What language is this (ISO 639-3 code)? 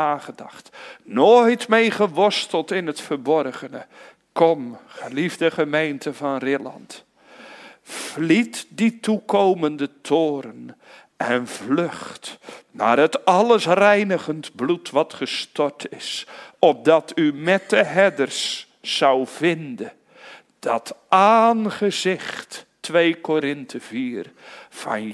nld